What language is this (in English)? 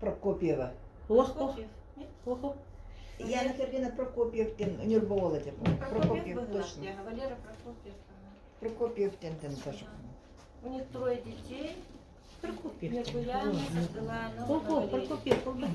Yakut